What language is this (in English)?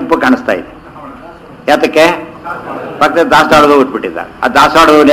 Kannada